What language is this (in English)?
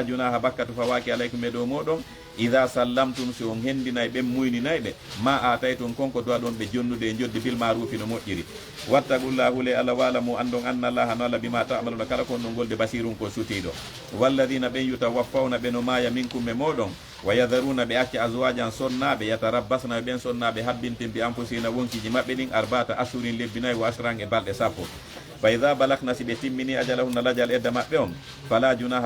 Fula